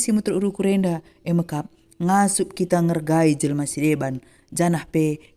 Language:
Batak Karo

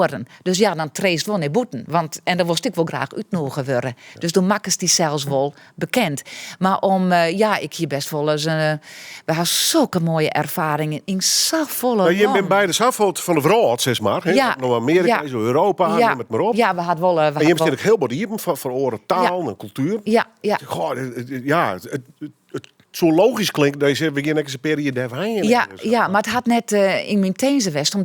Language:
Western Frisian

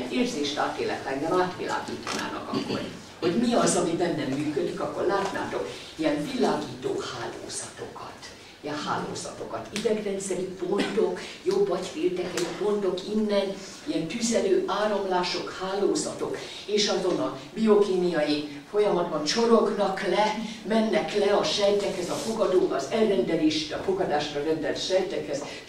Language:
Hungarian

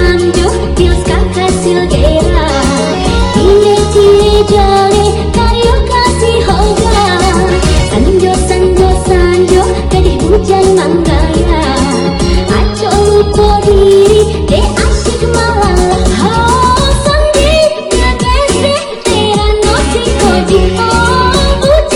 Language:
Minangkabau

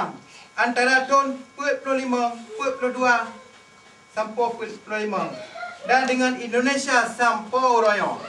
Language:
Achinese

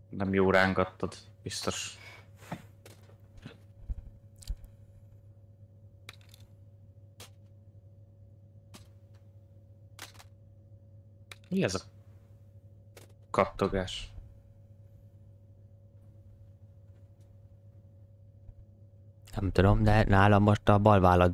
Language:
Hungarian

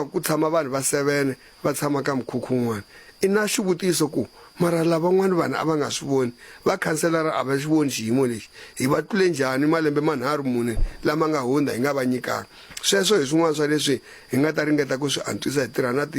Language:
Tsonga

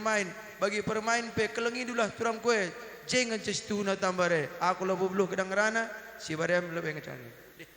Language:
Batak Karo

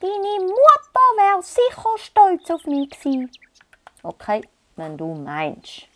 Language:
Swiss German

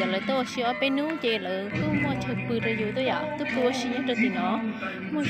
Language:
Hmong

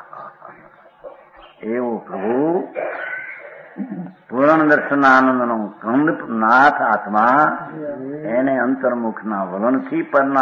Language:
Gujarati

